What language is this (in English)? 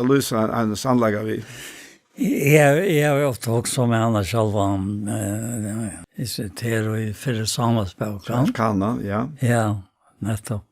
Faroese